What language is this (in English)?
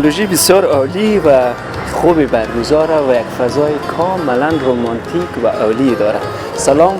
Persian